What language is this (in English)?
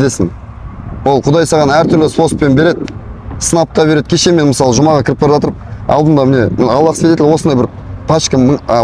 Kazakh